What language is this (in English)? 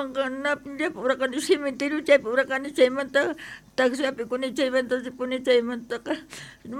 South Bolivian Quechua